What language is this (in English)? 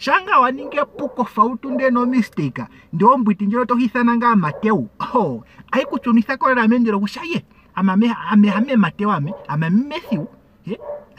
Ndonga